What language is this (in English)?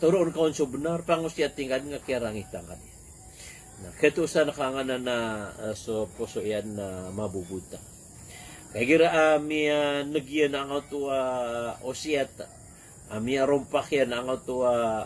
Maranao